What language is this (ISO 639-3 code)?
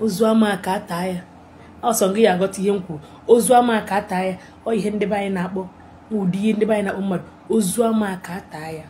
ibo